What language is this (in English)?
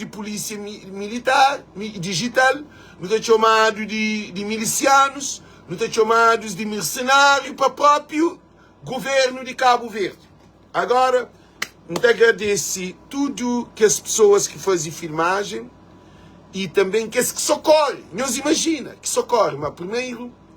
Kabuverdianu